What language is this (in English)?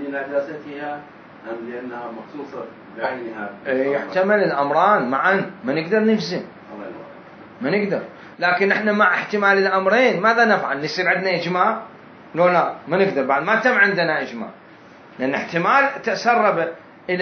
Mesopotamian Arabic